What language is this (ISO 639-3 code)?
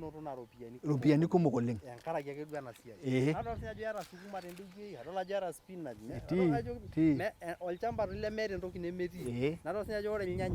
mas